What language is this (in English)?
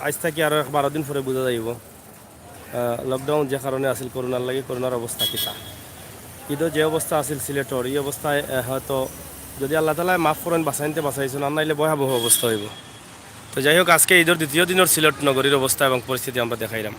Sylheti